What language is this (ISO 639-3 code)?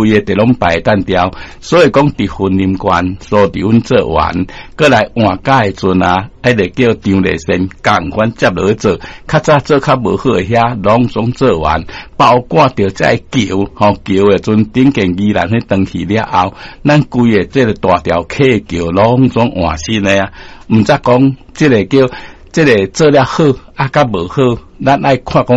nan